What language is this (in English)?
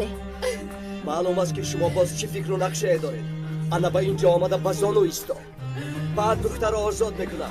Tajik